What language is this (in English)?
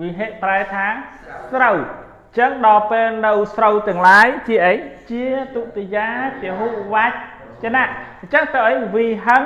Khmer